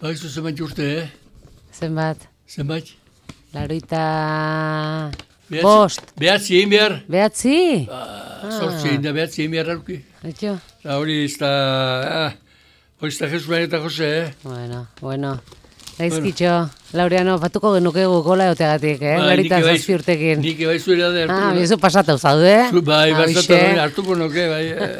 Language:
Basque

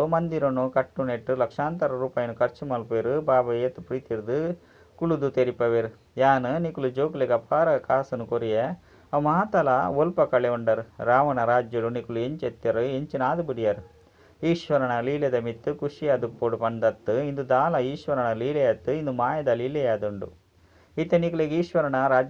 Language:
Tulu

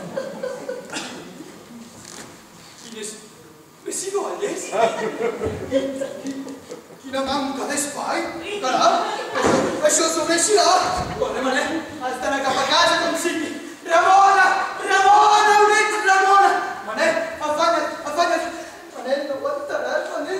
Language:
Catalan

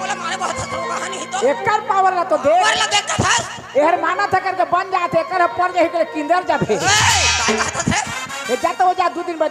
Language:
Chhattisgarhi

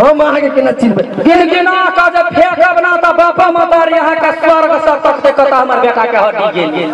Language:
Maithili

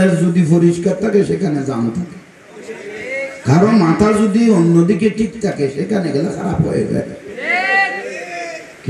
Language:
Bangla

